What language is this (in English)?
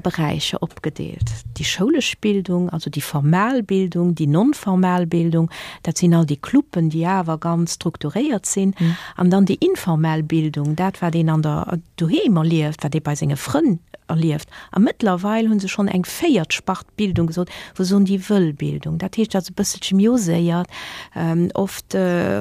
Luxembourgish